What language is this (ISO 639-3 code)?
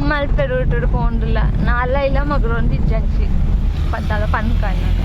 tcy